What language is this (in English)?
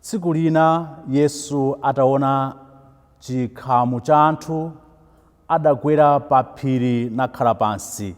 Nyanja